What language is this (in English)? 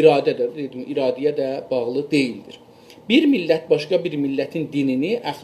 South Azerbaijani